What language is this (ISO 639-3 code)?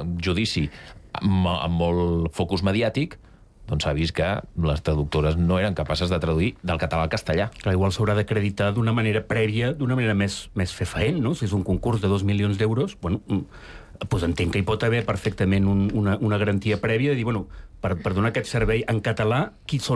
cat